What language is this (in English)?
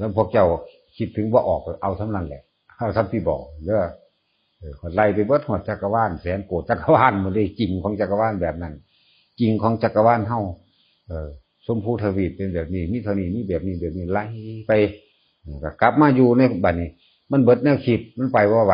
Northeastern Thai